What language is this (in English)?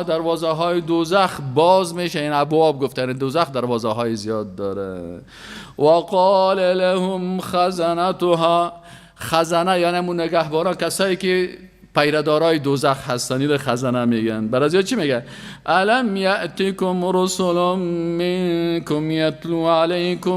Persian